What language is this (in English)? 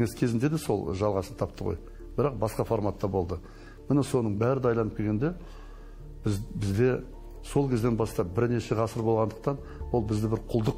Kazakh